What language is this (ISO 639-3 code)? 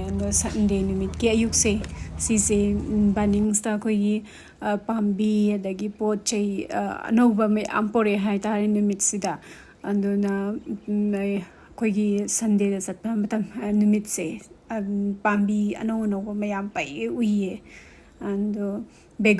mni